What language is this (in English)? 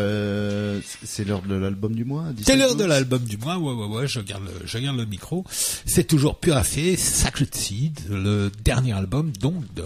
French